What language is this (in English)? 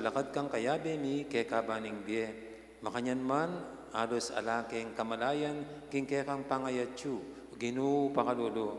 Pampanga